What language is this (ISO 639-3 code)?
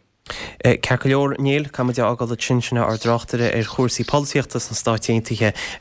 gle